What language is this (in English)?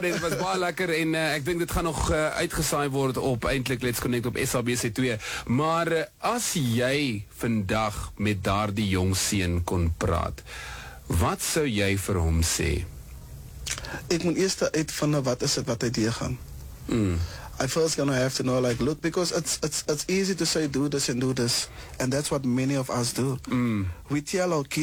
Afrikaans